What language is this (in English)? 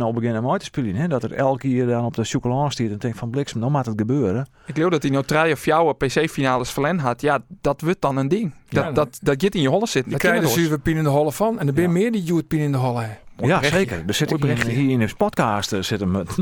Western Frisian